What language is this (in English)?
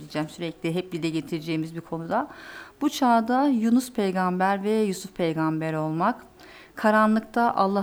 Turkish